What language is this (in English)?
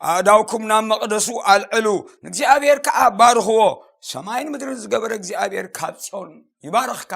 Tigrinya